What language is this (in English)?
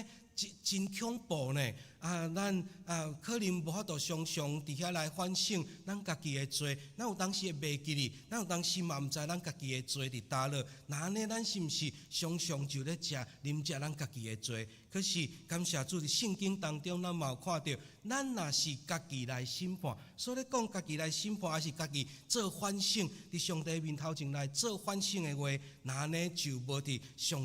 Min Nan Chinese